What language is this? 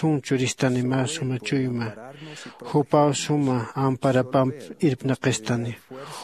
Aymara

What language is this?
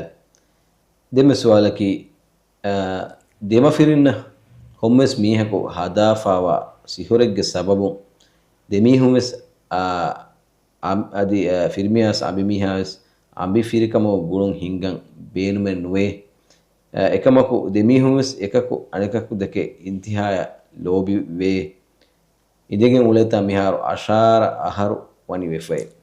Divehi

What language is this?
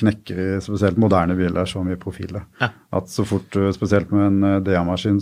Norwegian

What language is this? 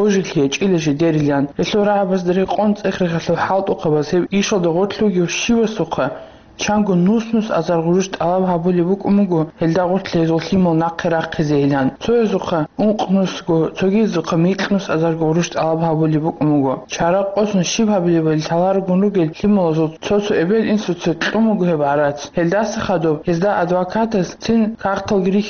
Avaric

